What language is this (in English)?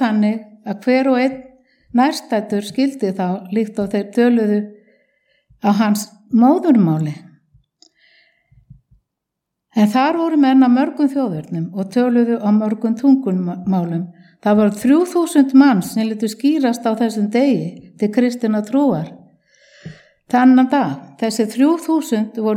Icelandic